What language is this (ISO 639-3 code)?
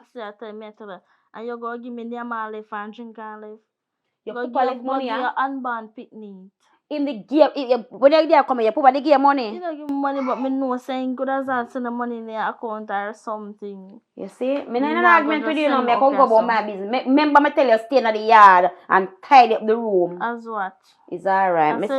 jam